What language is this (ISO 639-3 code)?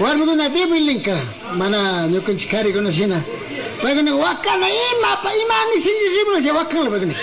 qug